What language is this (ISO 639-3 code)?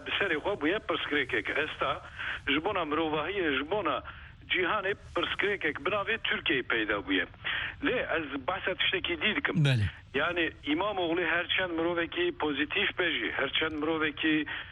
kur